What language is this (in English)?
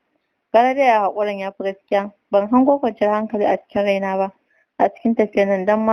Hausa